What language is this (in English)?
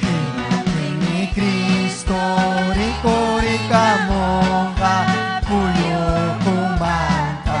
Ayacucho Quechua